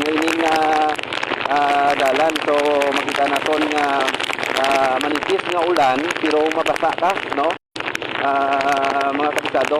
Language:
Hiligaynon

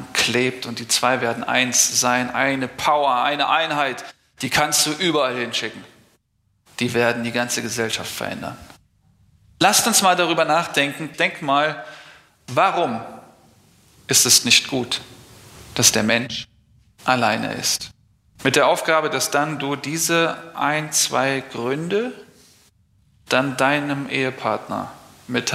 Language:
German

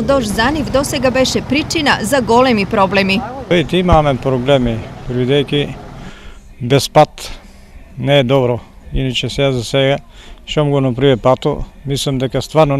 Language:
Macedonian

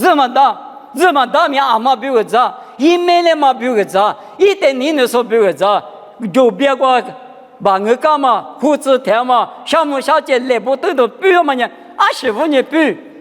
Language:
Lisu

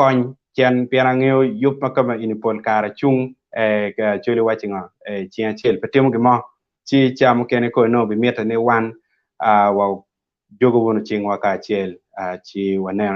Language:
Acoli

